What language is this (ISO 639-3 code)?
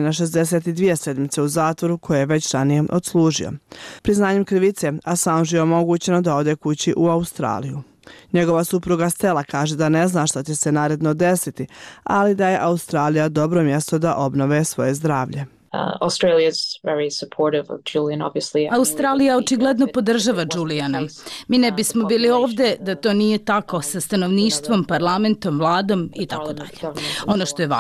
hrv